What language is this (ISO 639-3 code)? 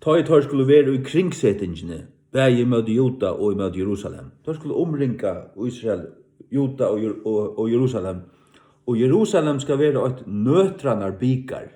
fao